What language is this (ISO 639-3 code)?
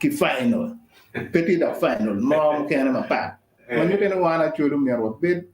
ach